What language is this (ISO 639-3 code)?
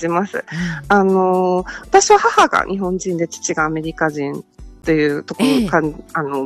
jpn